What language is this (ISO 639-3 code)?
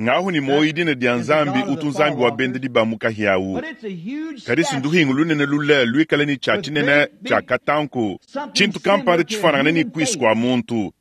lua